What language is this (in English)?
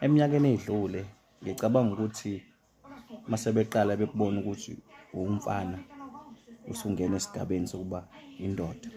Zulu